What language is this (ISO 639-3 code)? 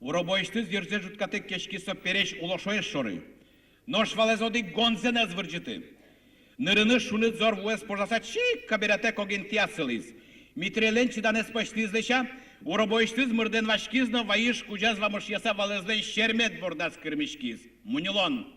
udm